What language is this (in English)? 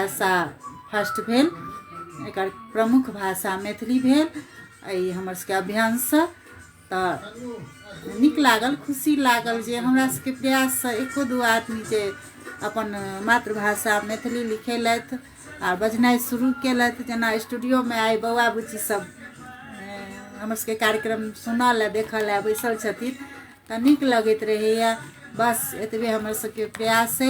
Maithili